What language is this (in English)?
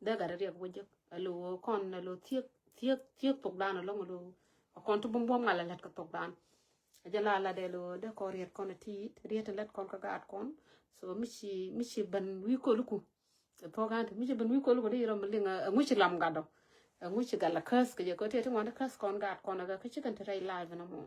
Nuer